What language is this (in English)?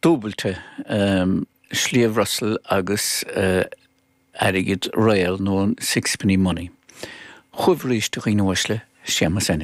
Irish